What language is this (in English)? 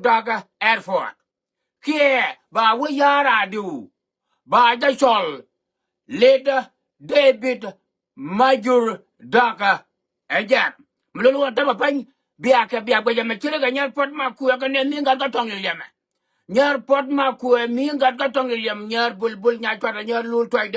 Nuer